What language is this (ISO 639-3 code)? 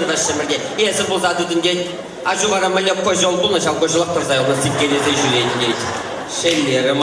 chv